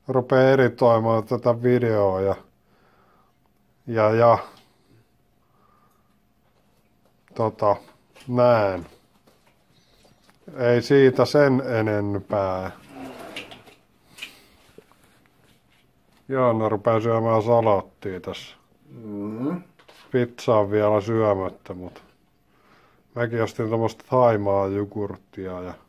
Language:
Finnish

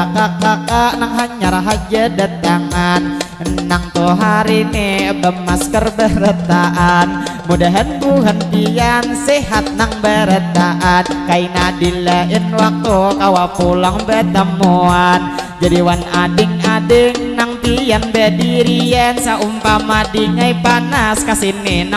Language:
Banjar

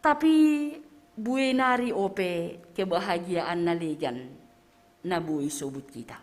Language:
Batak Simalungun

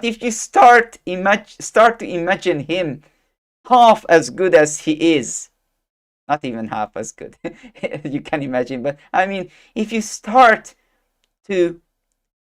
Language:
English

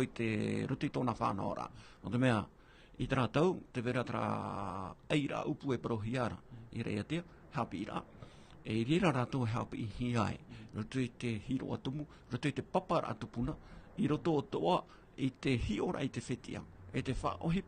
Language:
Tahitian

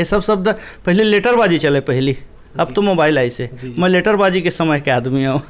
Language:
Chhattisgarhi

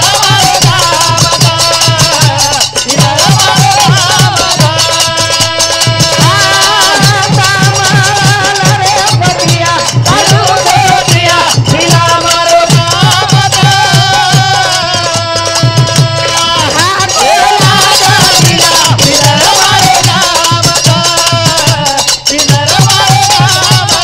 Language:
Lambadi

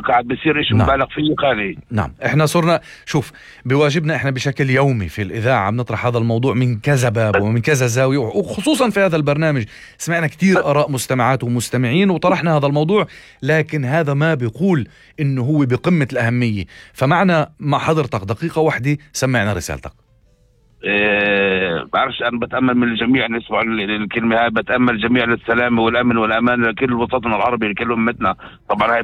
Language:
North Levantine Arabic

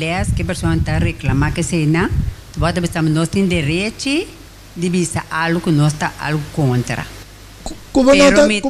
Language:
Papiamento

